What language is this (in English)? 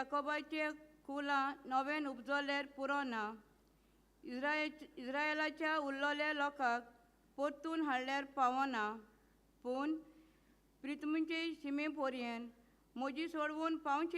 Konkani